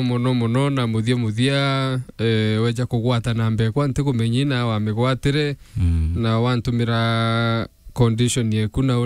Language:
Meru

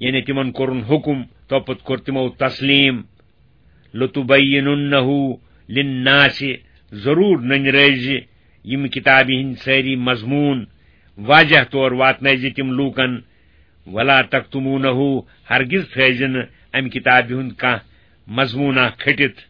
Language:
Kashmiri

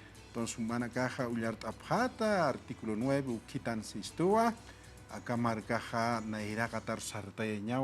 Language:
Aymara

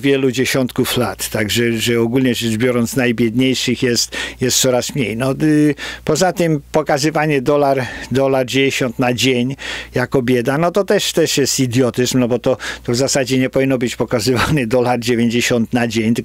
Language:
Polish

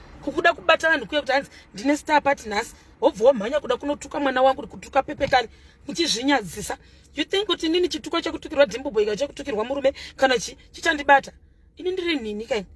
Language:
Shona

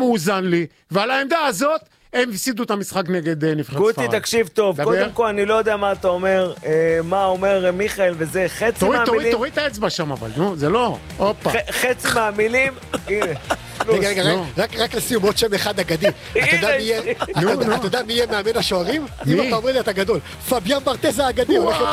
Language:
Hebrew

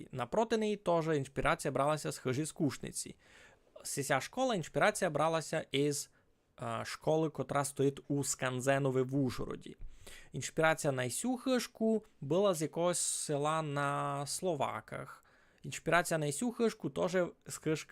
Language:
Rusyn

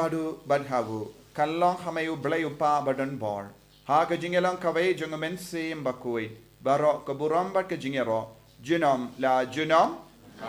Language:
Khasi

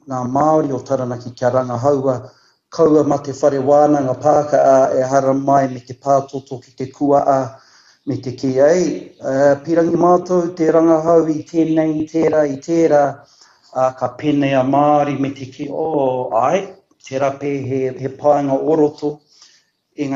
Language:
Māori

